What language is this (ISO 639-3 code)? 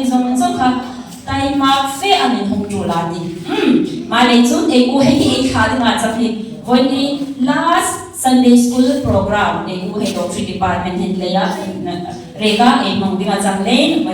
dln